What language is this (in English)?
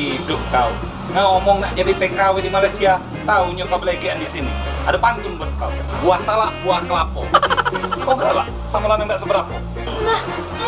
Musi